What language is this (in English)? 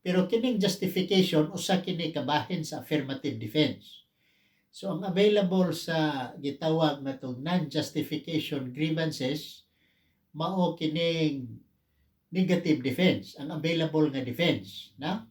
Cebuano